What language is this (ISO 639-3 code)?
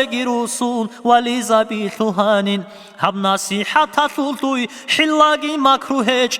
ava